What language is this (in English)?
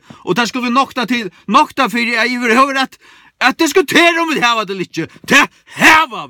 Faroese